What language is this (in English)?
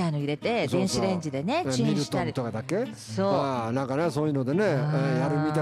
Japanese